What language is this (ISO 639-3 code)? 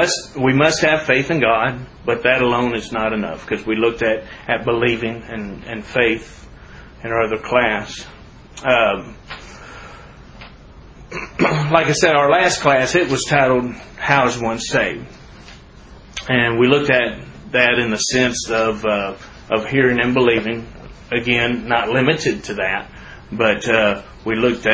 eng